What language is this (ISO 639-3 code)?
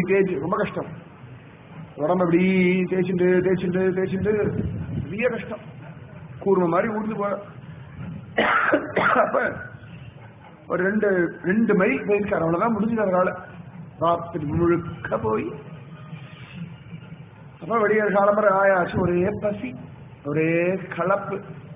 tam